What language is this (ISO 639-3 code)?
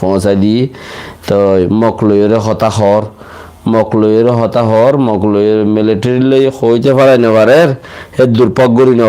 rhg